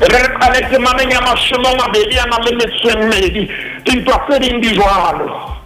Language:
Southern Sotho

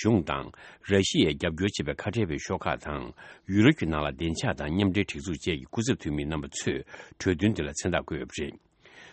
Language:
Tibetan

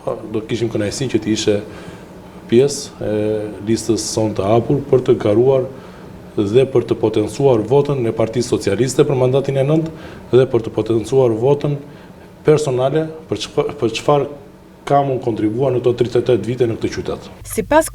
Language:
Albanian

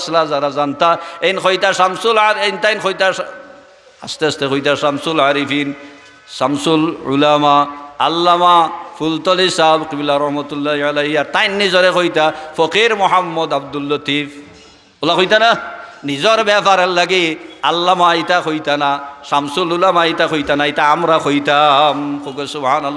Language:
Sylheti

